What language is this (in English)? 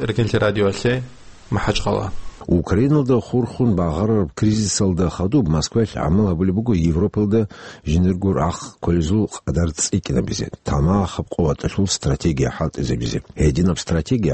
Avaric